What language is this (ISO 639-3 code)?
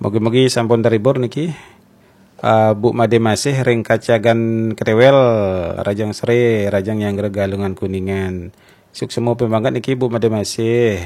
ban